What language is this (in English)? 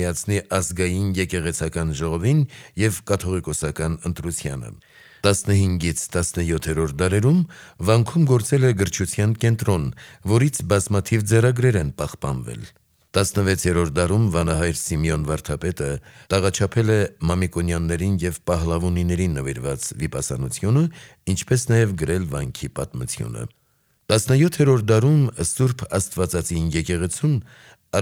Armenian